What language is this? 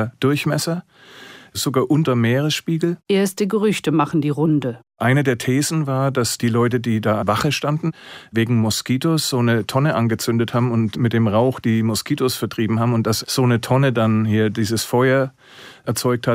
German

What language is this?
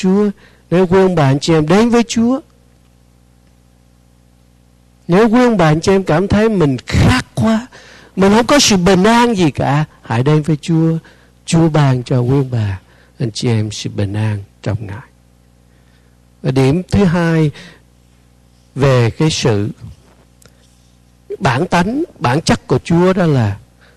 Vietnamese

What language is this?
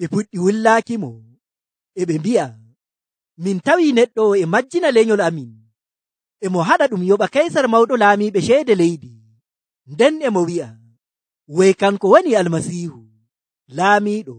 Nigerian Fulfulde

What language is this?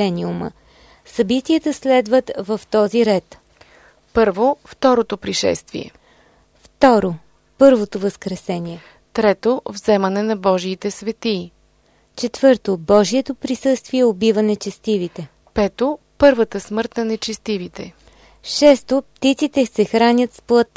Bulgarian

